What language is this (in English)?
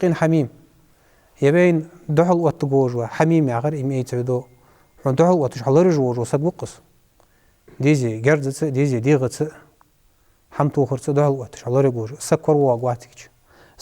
Ingush